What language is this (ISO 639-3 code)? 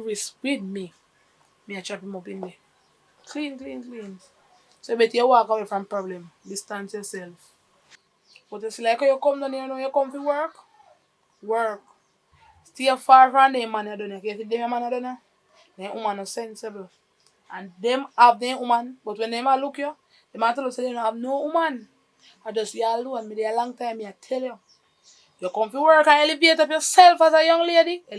jam